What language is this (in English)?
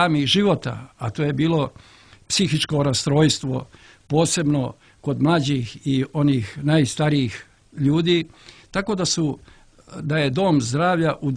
Serbian